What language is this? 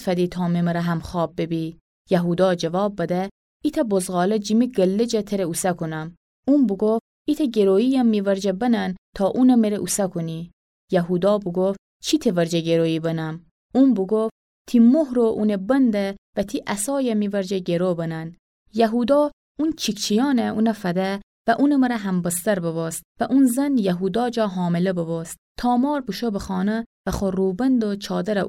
Gilaki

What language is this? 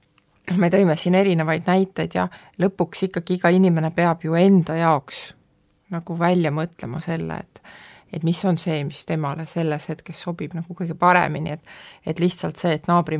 Estonian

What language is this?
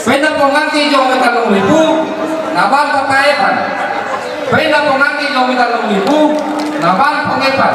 Toraja-Sa'dan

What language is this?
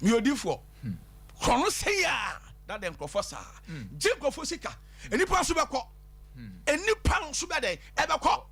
Akan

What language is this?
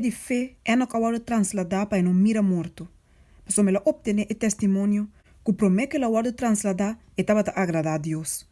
Papiamento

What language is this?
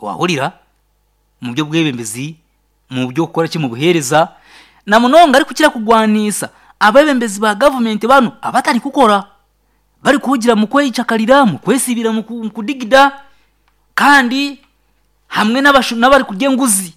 Nyankole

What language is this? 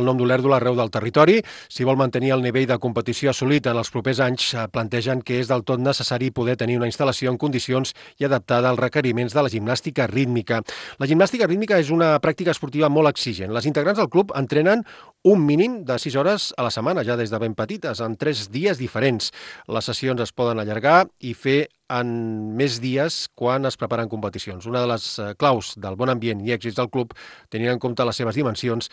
Catalan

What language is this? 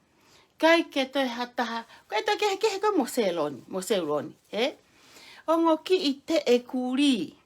Tongan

